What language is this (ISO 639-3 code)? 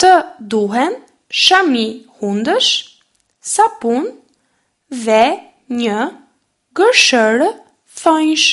sqi